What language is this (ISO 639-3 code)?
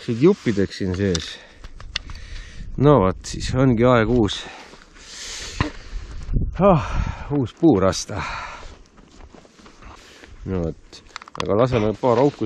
est